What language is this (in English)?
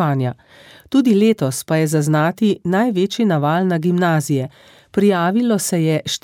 Slovenian